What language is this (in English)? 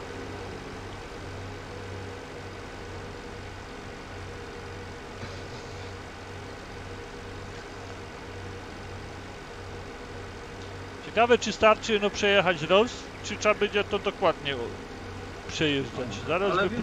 Polish